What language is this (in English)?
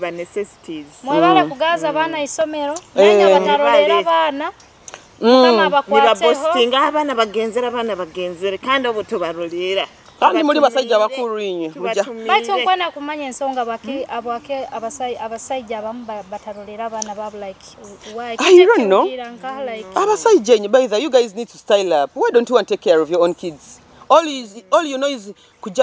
Nyoro